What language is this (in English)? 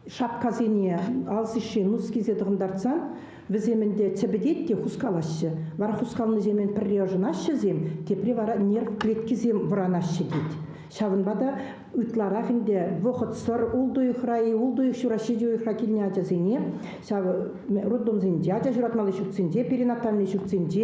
Chuvash